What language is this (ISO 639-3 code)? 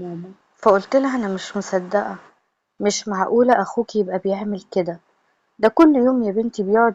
arz